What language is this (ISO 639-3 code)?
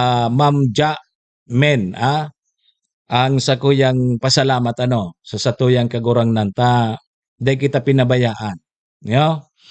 bik